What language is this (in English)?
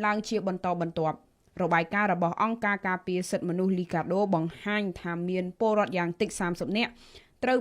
Khmer